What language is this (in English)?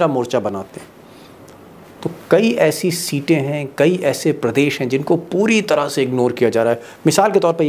Hindi